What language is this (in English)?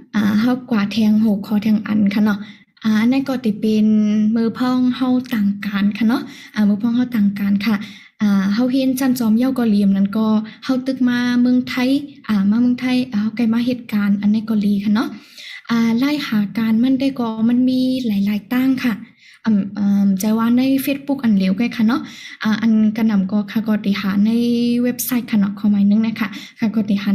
Shan